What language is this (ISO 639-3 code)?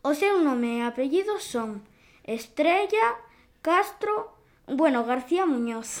glg